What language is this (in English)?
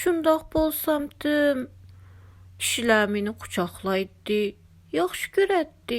Uyghur